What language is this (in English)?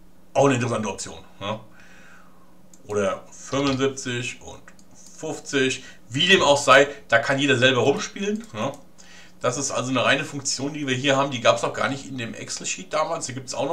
German